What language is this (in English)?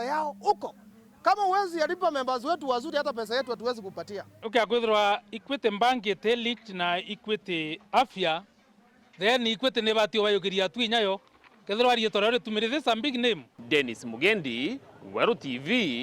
Meru